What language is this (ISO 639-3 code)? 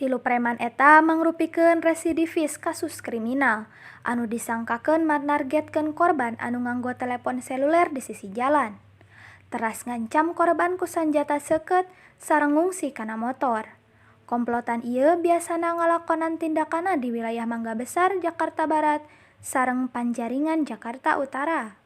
sun